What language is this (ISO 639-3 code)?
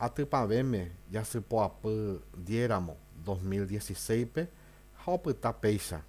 grn